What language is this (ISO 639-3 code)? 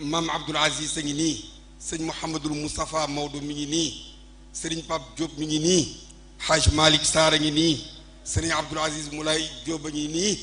wol